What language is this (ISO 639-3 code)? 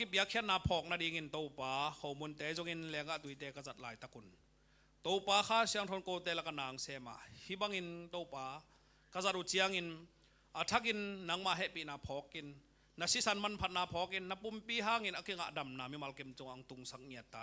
ctd